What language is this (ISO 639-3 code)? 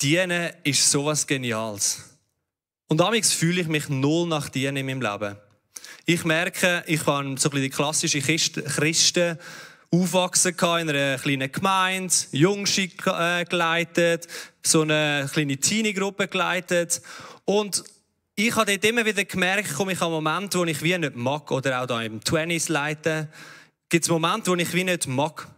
gsw